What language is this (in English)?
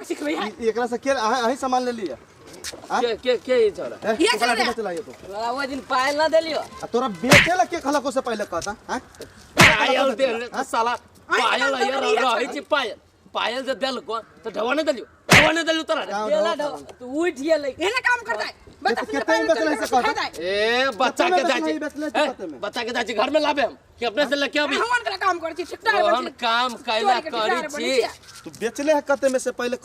Maithili